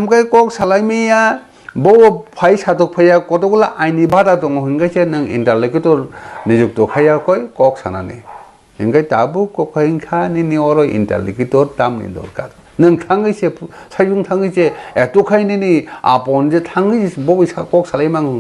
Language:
Kok Borok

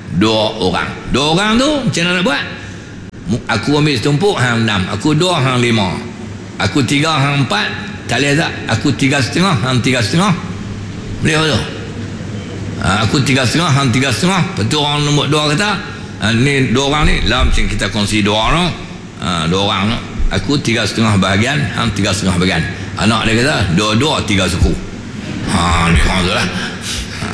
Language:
Malay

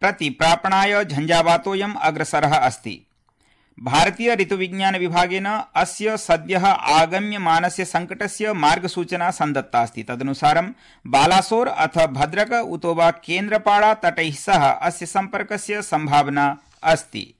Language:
Sanskrit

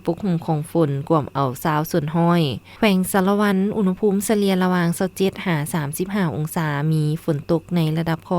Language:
Lao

